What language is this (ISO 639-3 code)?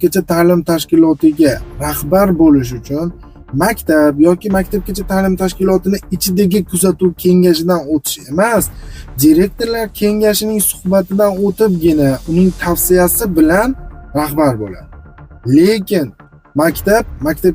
uzb